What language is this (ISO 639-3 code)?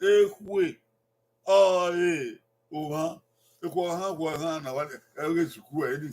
bin